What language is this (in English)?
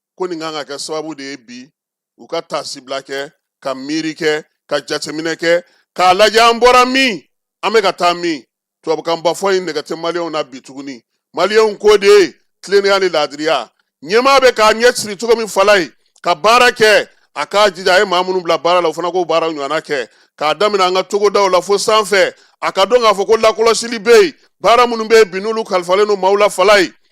Bambara